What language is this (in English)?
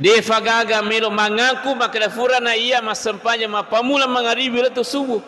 Buginese